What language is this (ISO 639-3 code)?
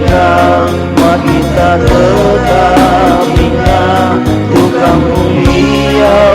xmm